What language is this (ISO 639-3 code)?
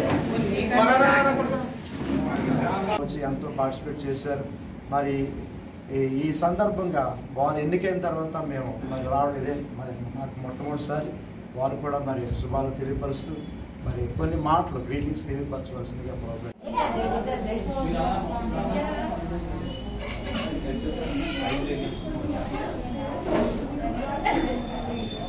tel